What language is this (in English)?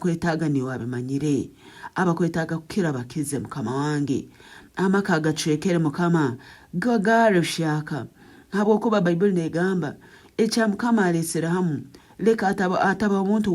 Nyankole